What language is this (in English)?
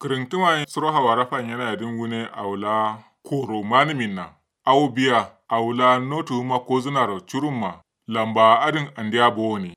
Kanuri